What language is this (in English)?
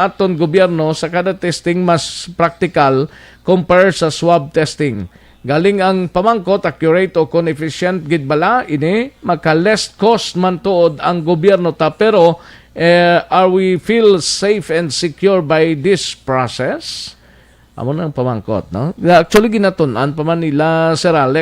Hiligaynon